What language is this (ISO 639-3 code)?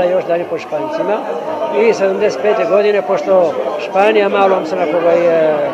srp